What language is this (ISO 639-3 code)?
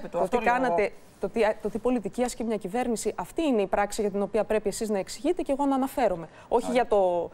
ell